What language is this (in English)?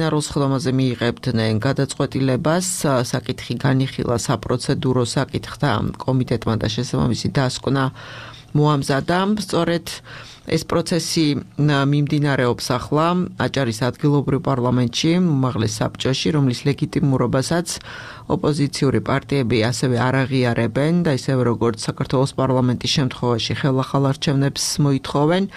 Georgian